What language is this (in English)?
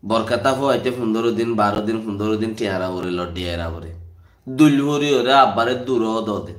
Rohingya